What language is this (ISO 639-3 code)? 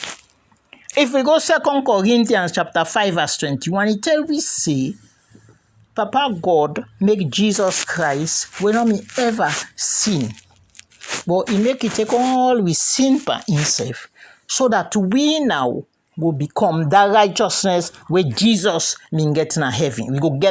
kri